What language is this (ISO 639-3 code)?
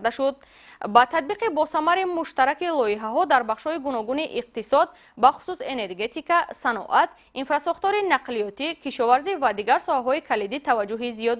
tgk